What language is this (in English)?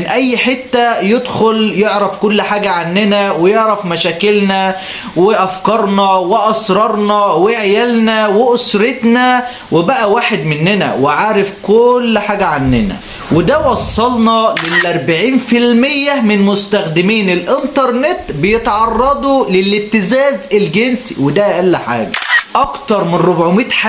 Egyptian Arabic